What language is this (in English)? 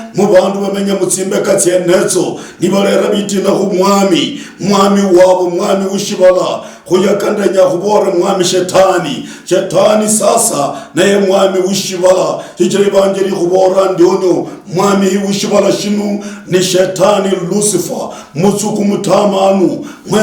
Luyia